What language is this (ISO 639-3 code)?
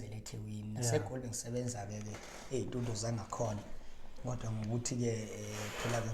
zul